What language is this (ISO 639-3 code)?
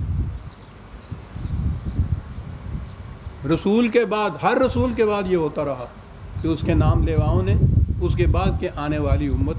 urd